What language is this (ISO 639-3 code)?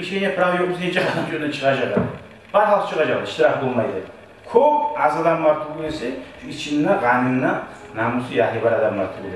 kum